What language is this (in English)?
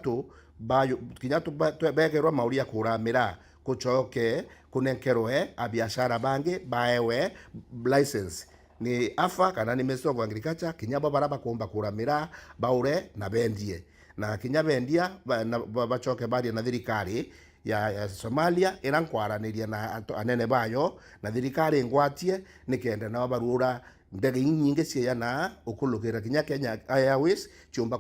Meru